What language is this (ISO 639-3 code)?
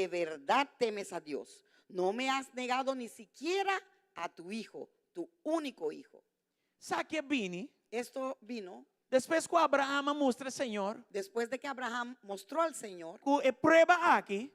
pap